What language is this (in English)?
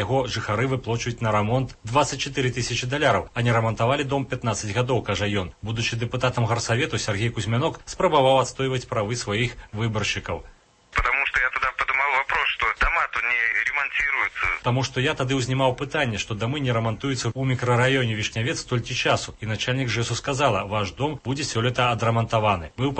Belarusian